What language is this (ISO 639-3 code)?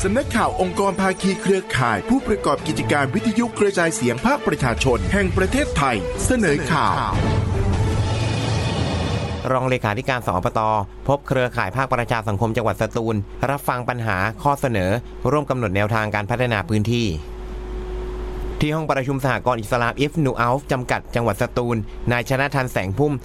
tha